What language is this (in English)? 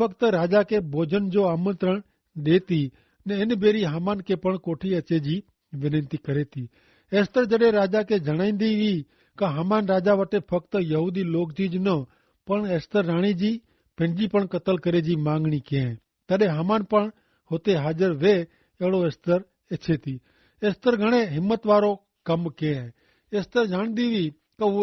Kachhi